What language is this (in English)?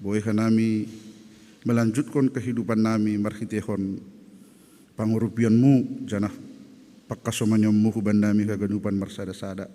Batak Simalungun